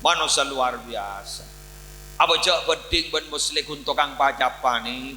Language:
Madurese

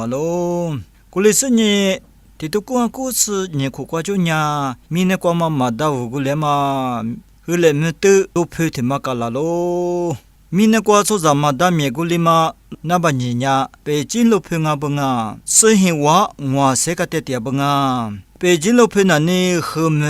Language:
Lisu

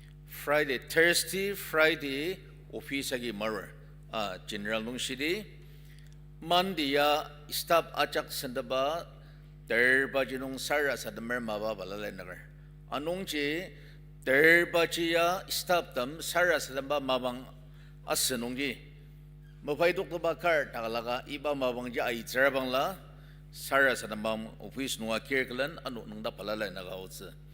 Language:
Ao Naga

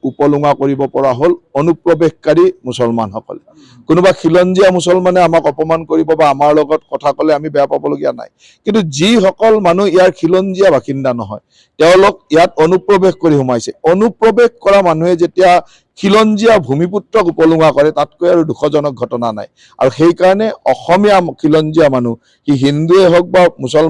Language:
Assamese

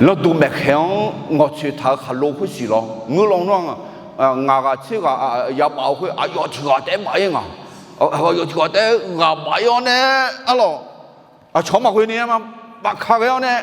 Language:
Akha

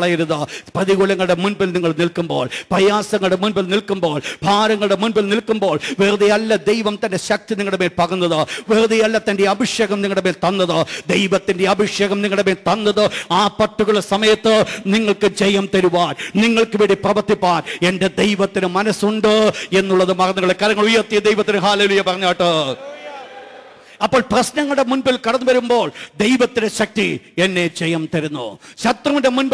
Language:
Malayalam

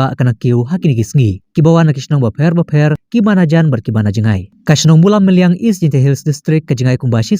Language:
Khasi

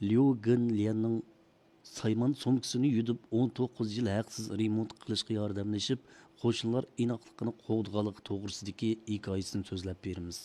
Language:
Uyghur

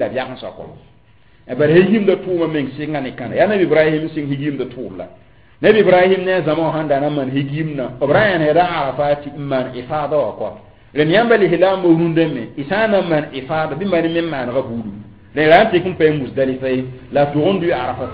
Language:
Mossi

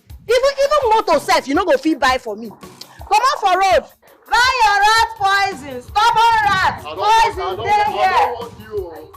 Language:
Nigerian Pidgin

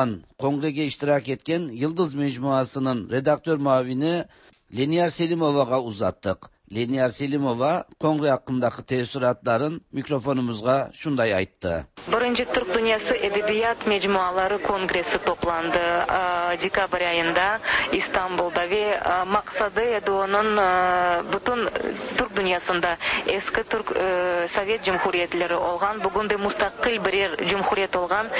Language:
Tatar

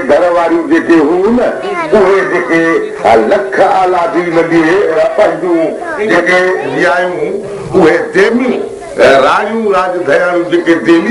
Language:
Sindhi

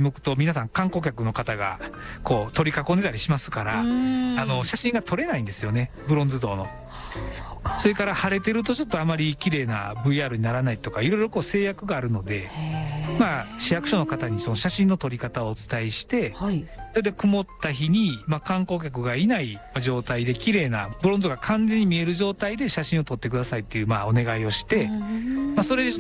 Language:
Japanese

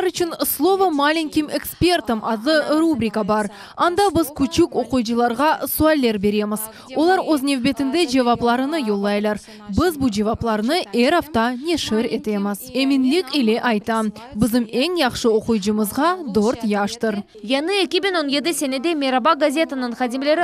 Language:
Crimean Tatar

